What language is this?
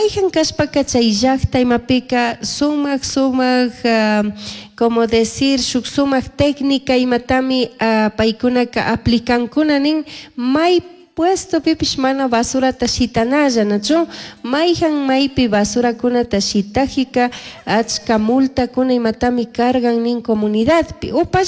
Chimborazo Highland Quichua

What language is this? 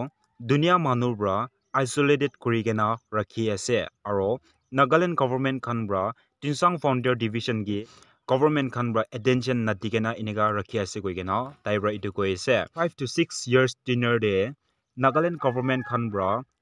Naga Pidgin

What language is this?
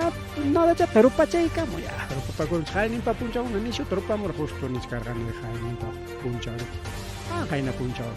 Ayacucho Quechua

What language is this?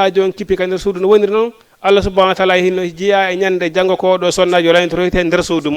Fula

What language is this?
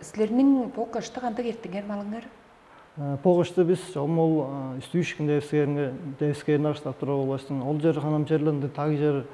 Tuvinian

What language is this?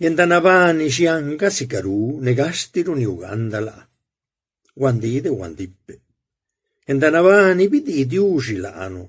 Zapotec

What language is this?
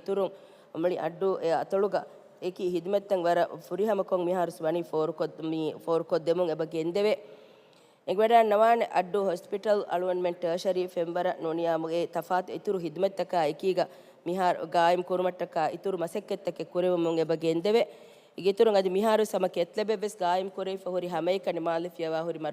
Divehi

